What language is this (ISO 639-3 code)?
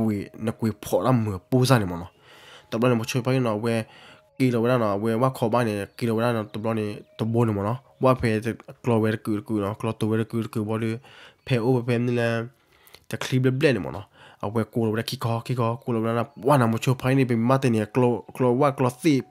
ksw